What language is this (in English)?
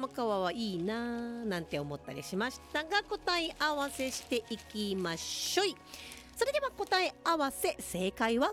Japanese